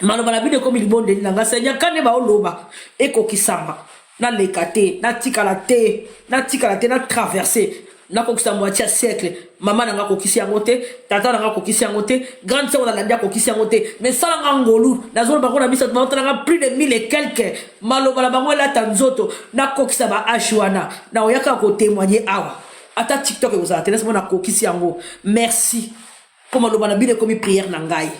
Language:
Lingala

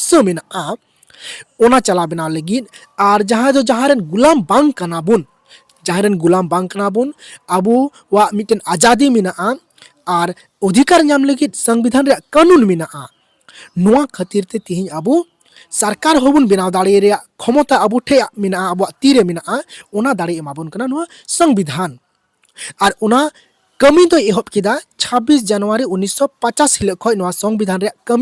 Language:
Santali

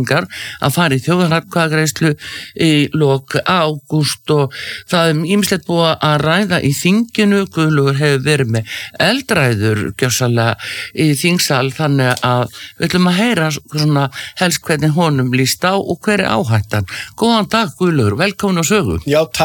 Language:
Icelandic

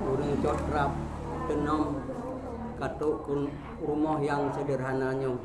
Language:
Achinese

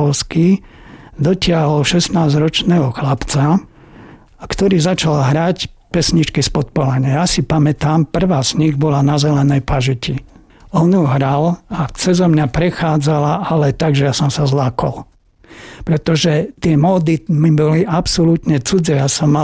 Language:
Slovak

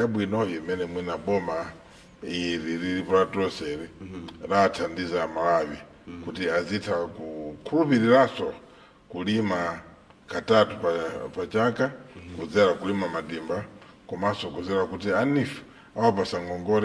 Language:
Nyanja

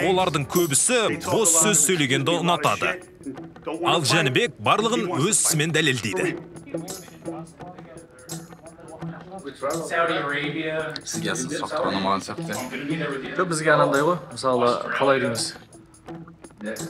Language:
Kazakh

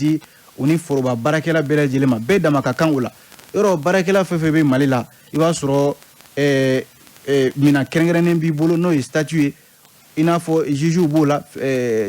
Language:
Bambara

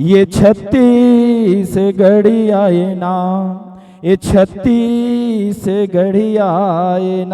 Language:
Chhattisgarhi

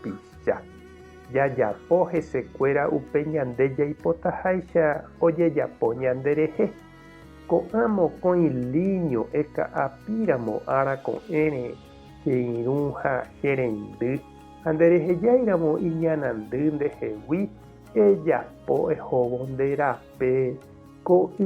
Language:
Guarani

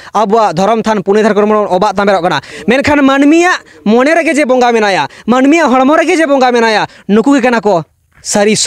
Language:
Santali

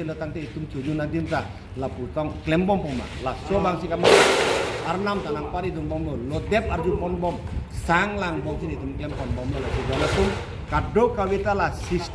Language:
Karbi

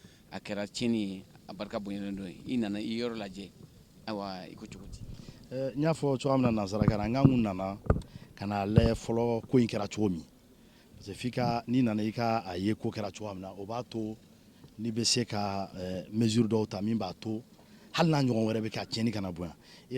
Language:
Bambara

